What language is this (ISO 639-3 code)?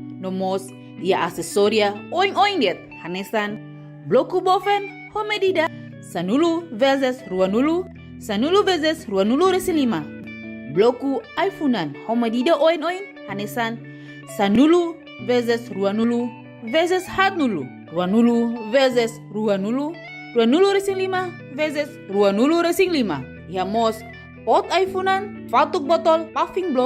tet